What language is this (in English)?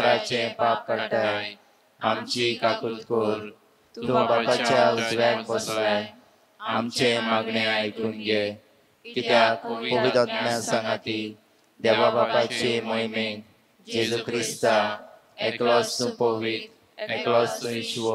Konkani